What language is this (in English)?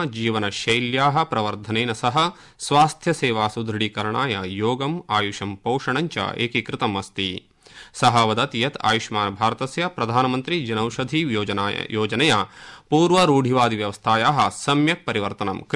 Sanskrit